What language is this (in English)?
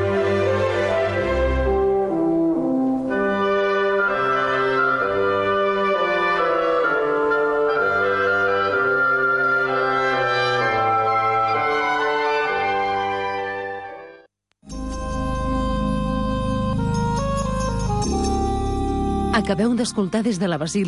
Catalan